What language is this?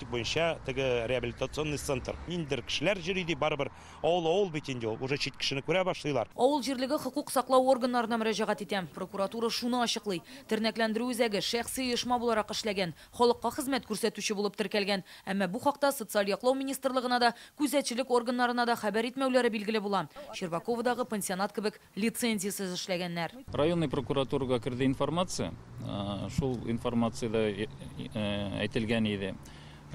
Tatar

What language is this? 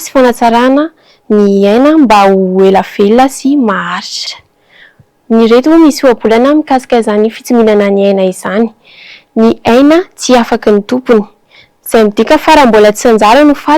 Malagasy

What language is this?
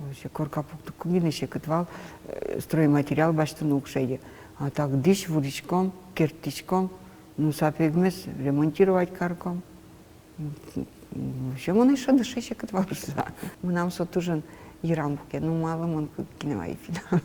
Udmurt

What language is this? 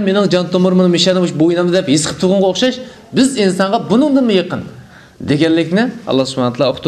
Uyghur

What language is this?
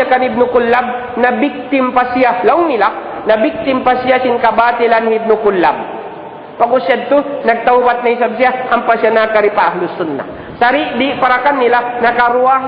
Tausug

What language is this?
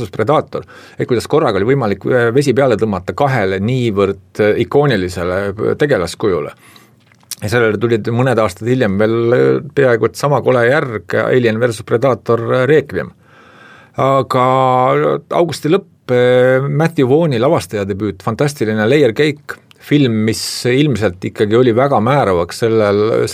Estonian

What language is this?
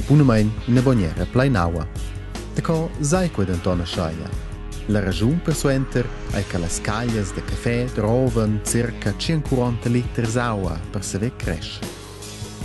Romansh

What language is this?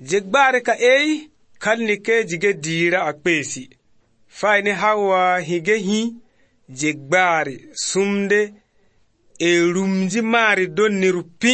Slovenian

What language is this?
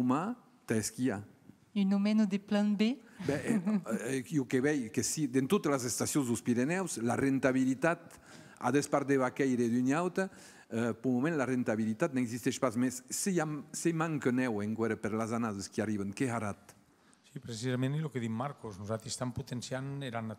Occitan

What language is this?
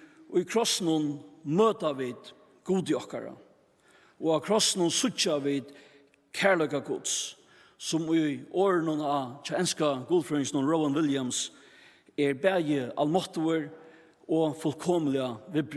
Faroese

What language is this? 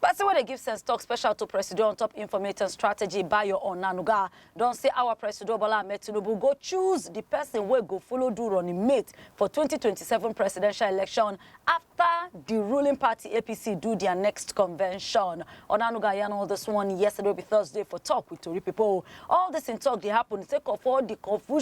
Nigerian Pidgin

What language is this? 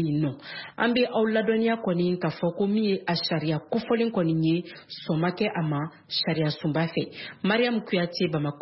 Bambara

